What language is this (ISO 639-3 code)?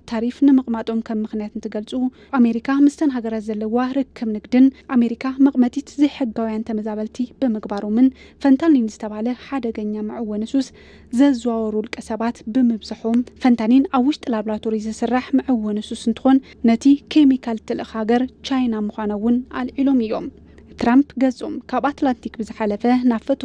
tir